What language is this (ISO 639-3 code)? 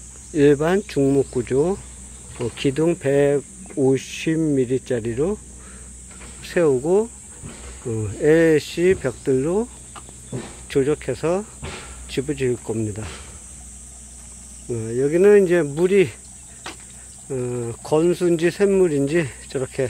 kor